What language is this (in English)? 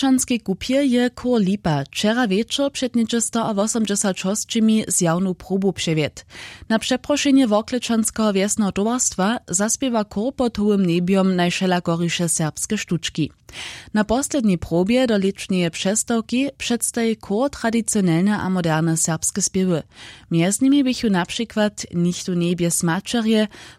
Upper Sorbian